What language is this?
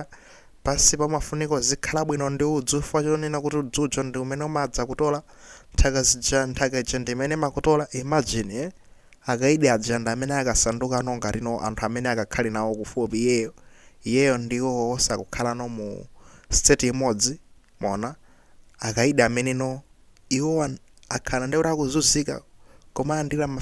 Nyanja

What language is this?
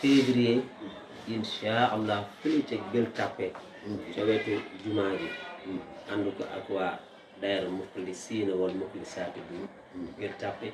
Wolof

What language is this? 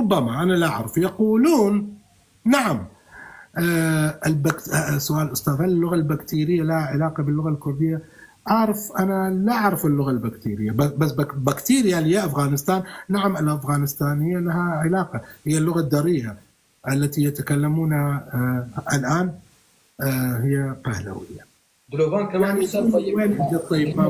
North Levantine Arabic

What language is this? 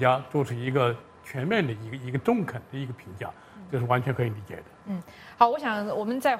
Chinese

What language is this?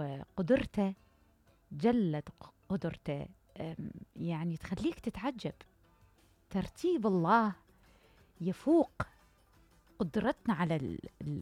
Mesopotamian Arabic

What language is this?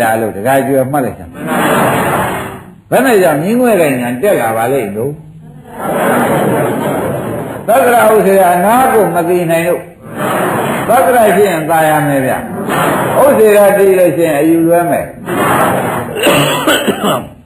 Burmese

